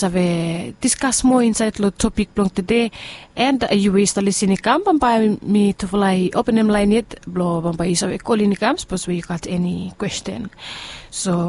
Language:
Bislama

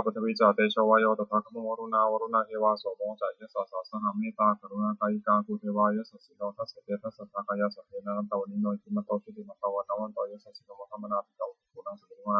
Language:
Pali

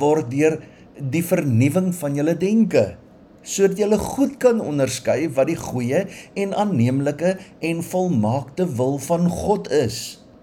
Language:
Afrikaans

